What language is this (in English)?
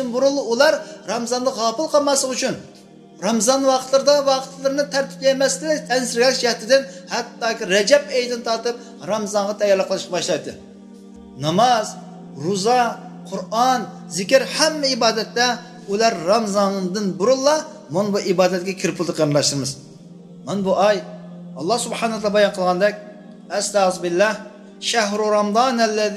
Uyghur